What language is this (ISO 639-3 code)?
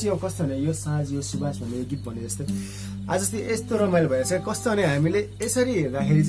nep